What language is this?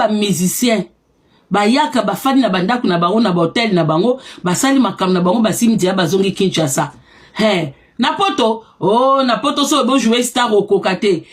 Lingala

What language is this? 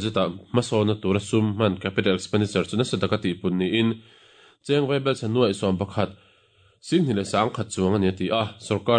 Mizo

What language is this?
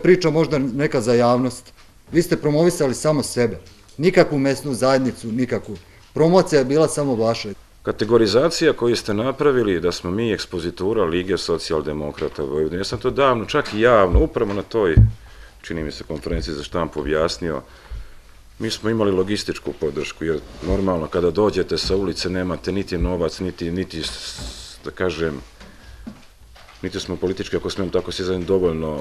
Serbian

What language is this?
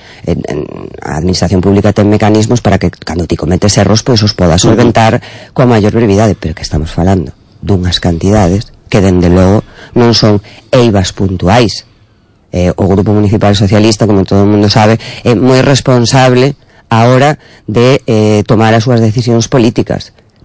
Galician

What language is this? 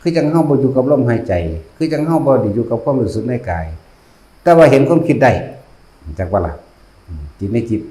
Northeastern Thai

